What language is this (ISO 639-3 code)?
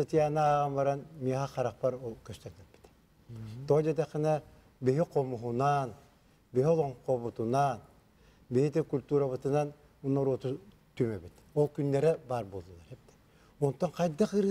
sah